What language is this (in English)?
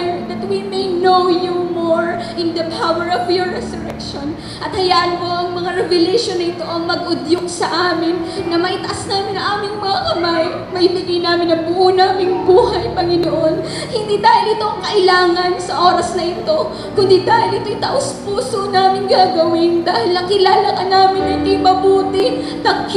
Filipino